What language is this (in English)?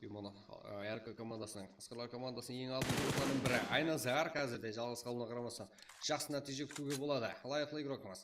Kara-Kalpak